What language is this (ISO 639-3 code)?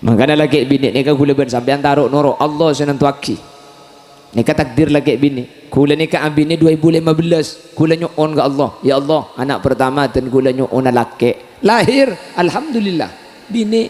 mad